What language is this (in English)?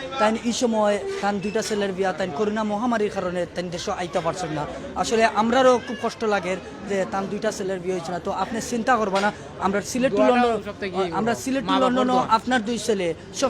Sylheti